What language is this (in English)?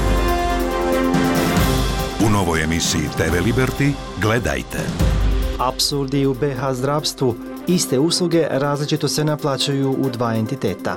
Bosnian